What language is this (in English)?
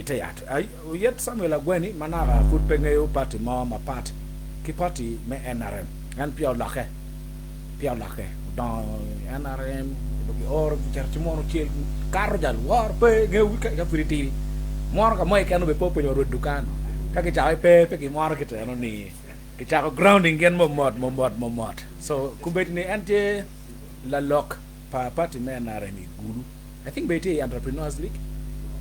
Acoli